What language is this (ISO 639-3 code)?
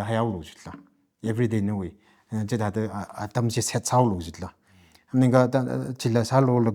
nmf